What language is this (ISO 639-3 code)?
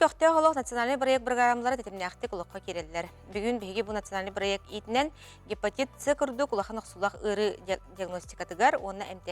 sah